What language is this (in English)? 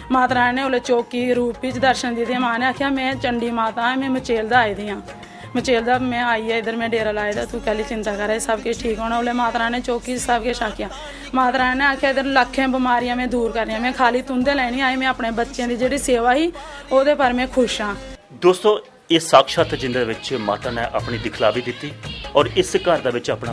Dogri